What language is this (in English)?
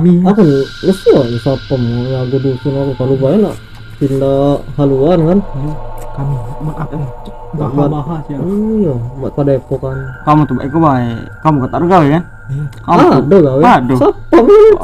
Musi